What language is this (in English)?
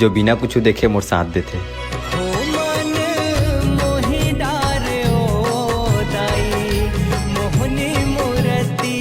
Chhattisgarhi